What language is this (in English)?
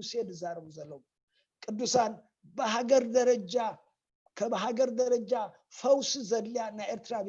Tigrinya